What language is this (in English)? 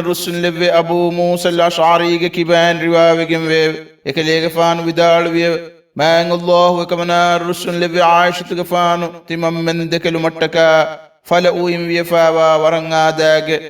Divehi